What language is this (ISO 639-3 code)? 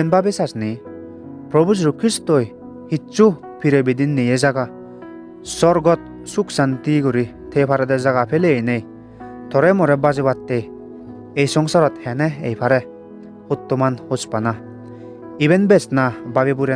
ccp